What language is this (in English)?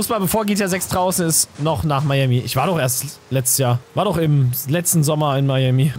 German